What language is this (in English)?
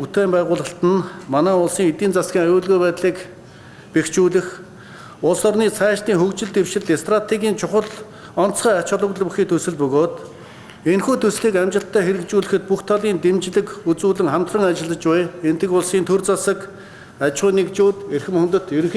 Mongolian